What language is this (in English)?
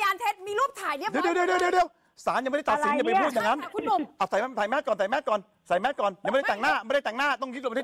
Thai